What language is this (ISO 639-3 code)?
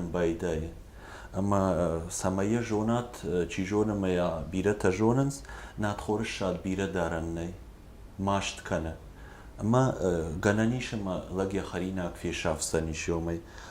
oss